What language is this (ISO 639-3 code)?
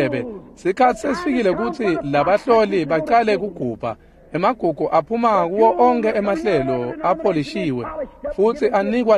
ssw